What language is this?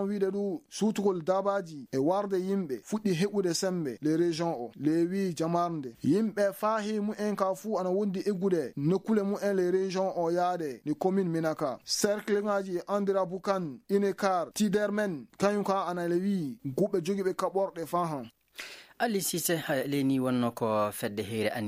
Fula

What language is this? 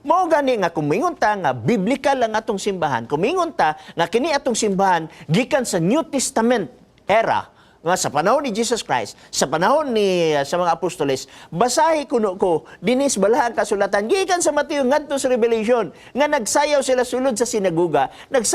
Cebuano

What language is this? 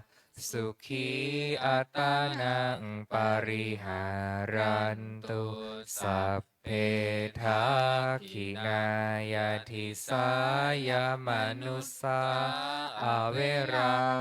Pali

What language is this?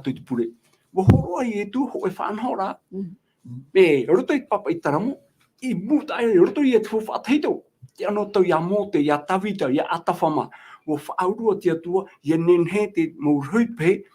Tahitian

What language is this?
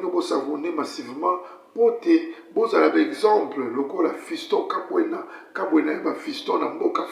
Lingala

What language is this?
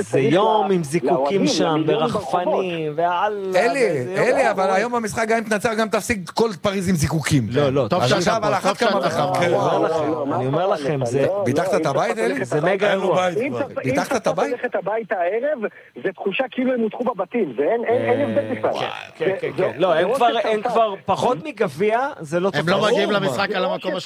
Hebrew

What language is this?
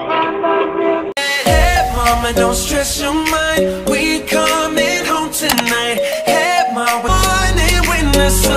Haitian Creole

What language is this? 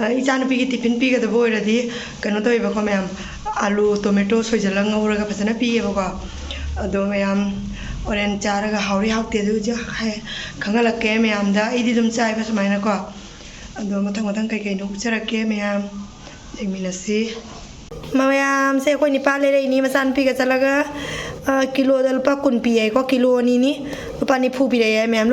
Manipuri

